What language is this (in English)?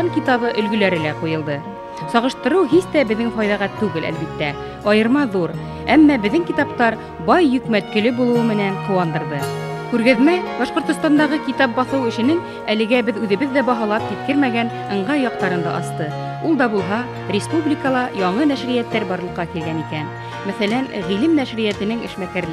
Bashkir